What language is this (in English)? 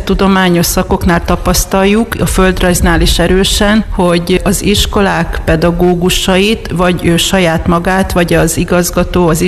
Hungarian